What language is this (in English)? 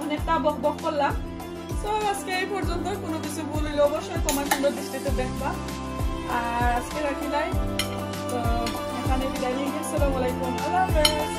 Sylheti